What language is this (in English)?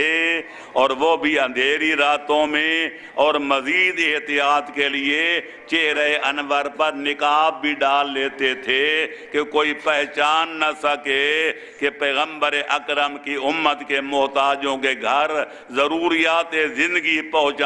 Urdu